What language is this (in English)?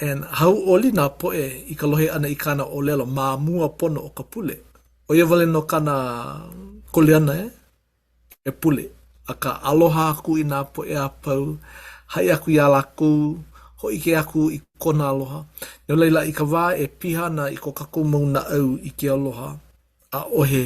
Hawaiian